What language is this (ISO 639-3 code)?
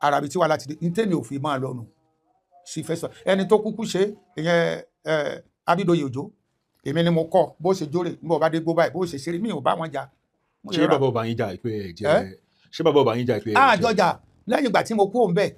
yor